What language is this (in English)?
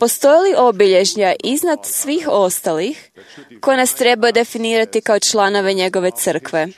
Croatian